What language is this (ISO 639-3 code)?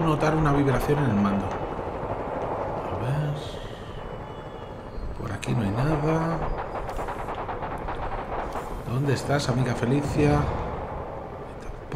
spa